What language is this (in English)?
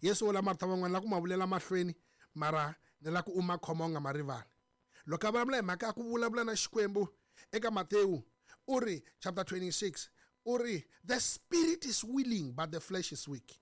Tsonga